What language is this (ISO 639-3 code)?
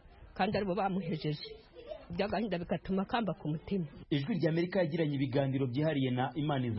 kin